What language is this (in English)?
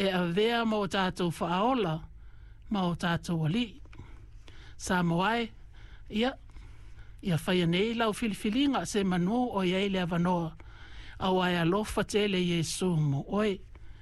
Samoan